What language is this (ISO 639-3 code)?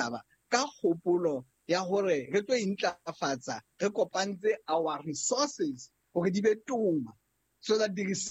sot